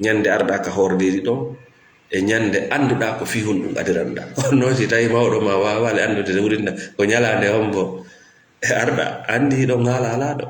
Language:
Fula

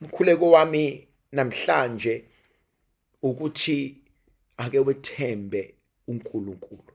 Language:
Zulu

